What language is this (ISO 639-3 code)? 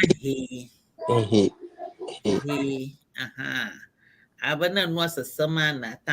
ewe